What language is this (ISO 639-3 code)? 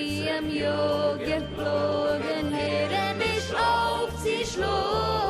yid